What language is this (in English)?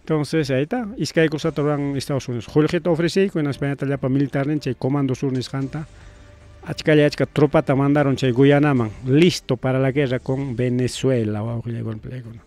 Ayacucho Quechua